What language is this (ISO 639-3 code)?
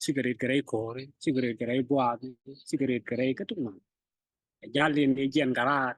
nus